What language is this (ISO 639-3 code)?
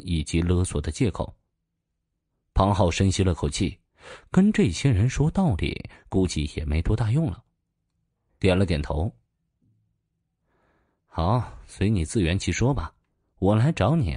zho